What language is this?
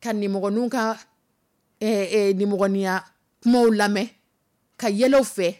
Dyula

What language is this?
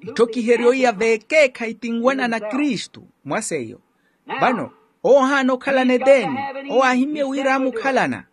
Makhuwa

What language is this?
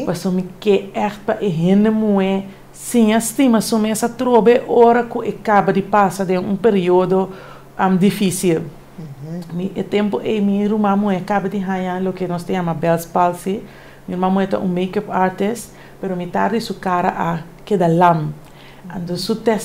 Papiamento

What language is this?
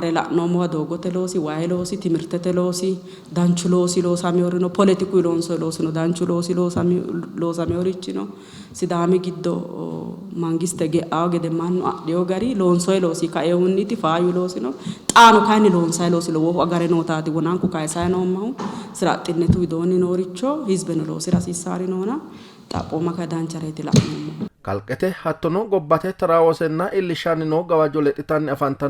Sidamo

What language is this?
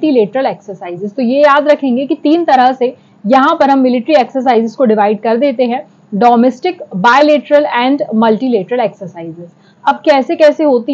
Hindi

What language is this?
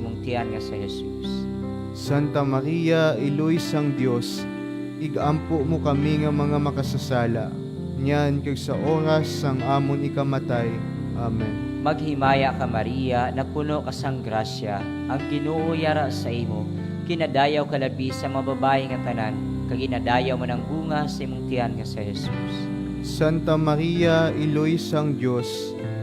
Hiligaynon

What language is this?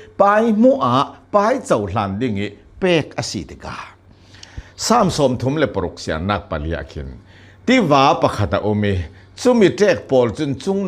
Hakha Chin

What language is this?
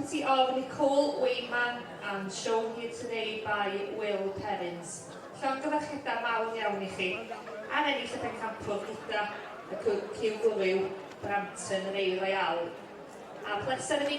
Welsh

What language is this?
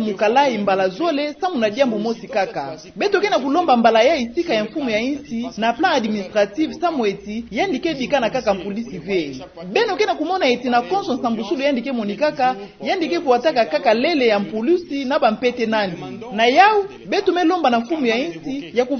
Kituba (Democratic Republic of Congo)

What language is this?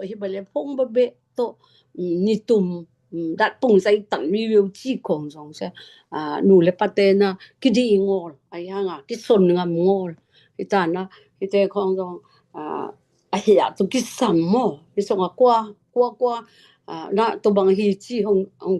Tedim Chin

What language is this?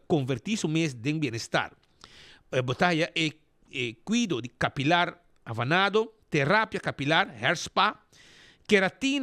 Papiamento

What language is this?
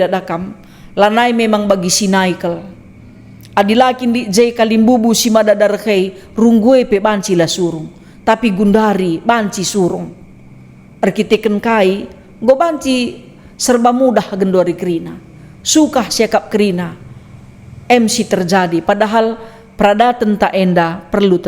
Batak Karo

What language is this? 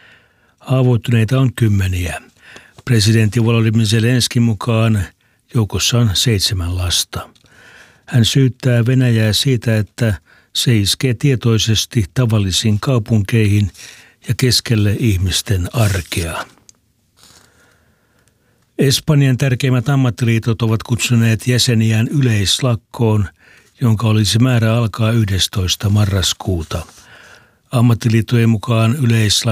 Finnish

